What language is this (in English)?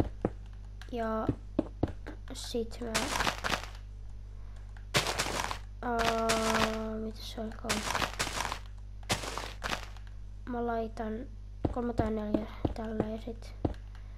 Finnish